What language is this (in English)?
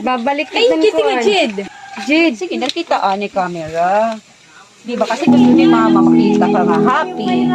Waray